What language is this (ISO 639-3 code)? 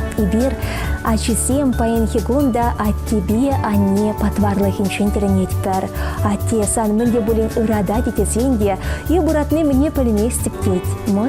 chv